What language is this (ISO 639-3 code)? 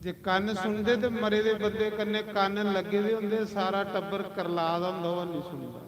doi